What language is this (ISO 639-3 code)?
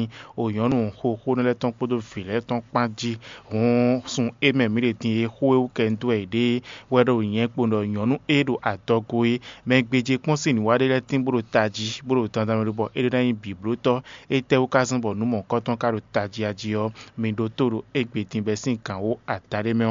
fon